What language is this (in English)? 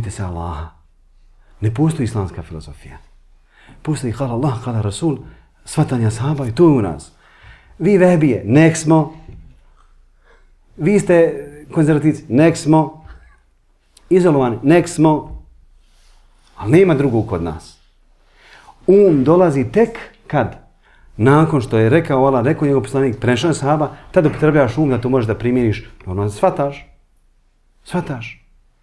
Bosnian